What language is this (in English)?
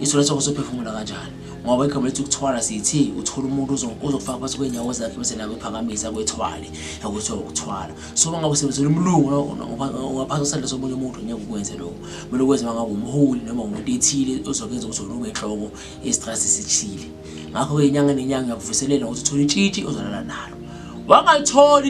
Zulu